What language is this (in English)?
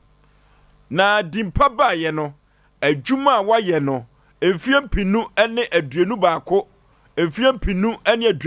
Akan